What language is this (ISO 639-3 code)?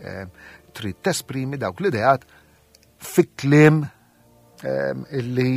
mlt